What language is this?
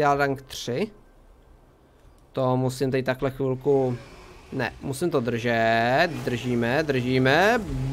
Czech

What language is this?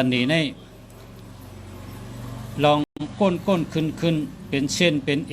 Shan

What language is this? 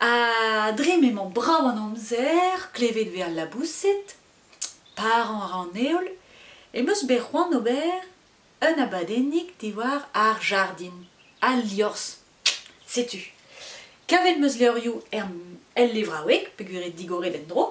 Breton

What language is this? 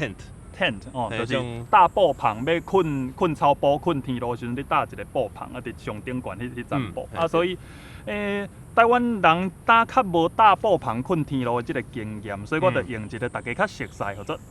Min Nan Chinese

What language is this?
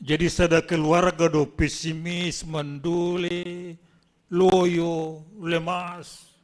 Batak Simalungun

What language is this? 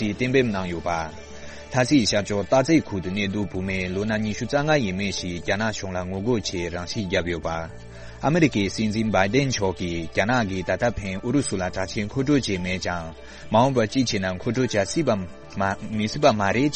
Tibetan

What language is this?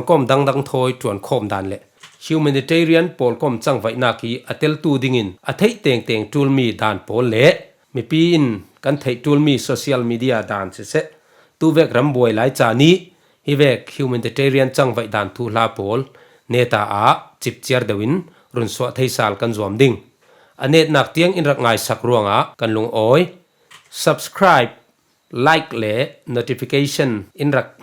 Falam Chin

